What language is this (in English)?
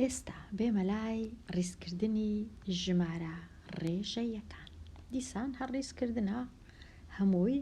Central Kurdish